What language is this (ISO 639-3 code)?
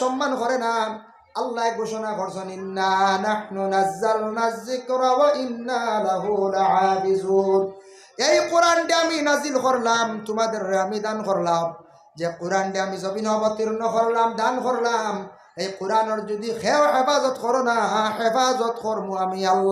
syl